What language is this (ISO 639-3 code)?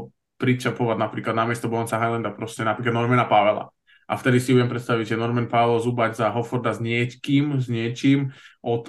slk